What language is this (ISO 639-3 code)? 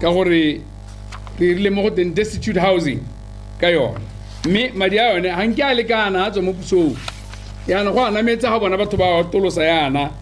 tsn